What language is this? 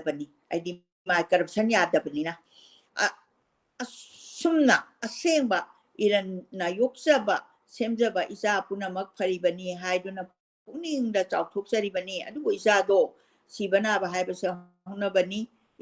Manipuri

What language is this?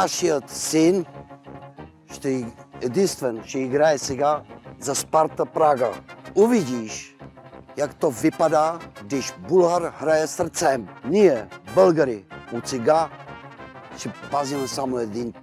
Czech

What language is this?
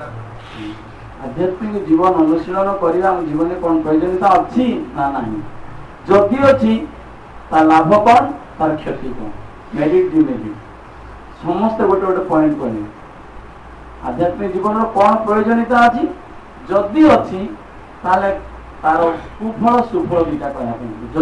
Odia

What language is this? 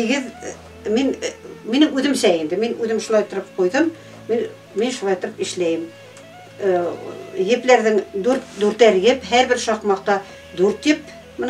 Bashkir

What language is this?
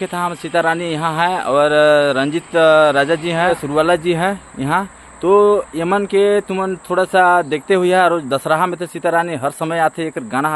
Chhattisgarhi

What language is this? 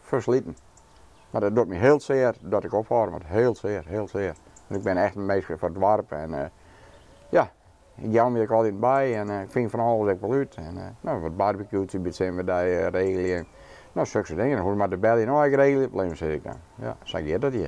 Western Frisian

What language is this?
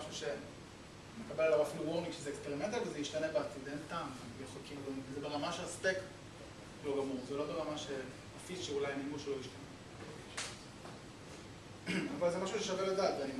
Hebrew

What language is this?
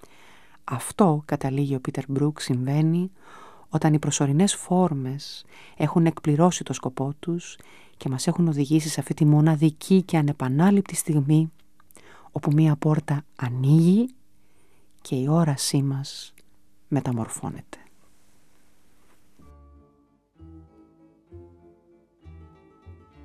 Greek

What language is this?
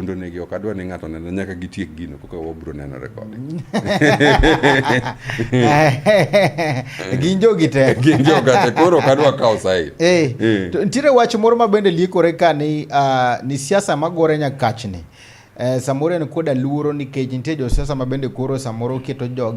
Luo (Kenya and Tanzania)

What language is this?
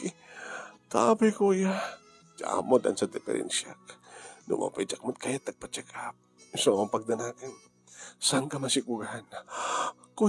Iloko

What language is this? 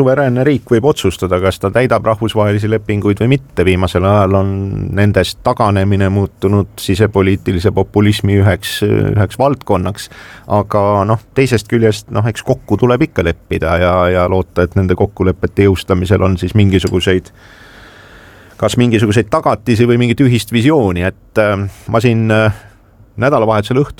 Estonian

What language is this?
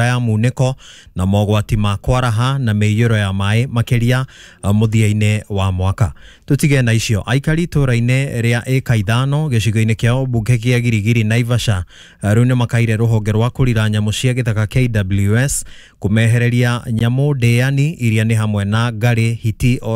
Kikuyu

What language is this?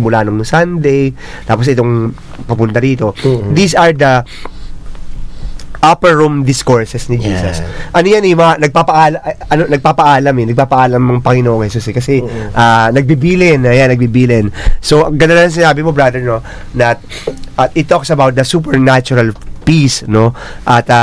Filipino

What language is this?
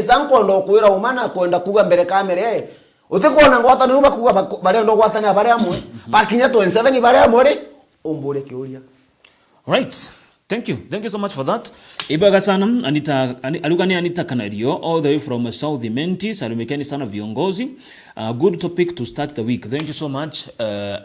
Meru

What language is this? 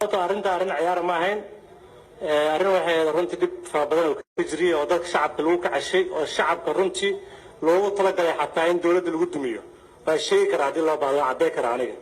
Somali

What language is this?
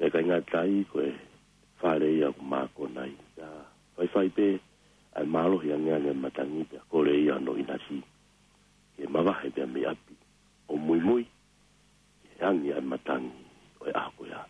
Tongan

